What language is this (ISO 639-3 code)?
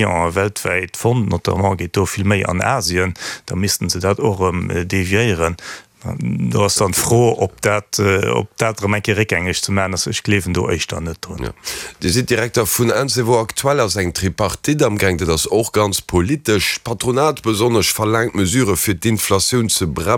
ltz